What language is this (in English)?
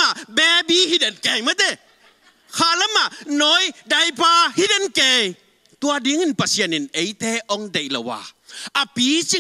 Tedim Chin